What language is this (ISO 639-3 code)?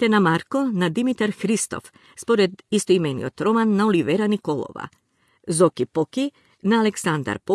mkd